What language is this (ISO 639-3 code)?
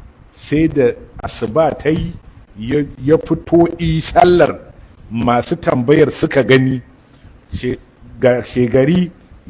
hau